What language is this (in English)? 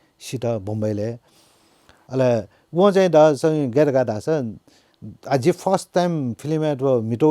Newari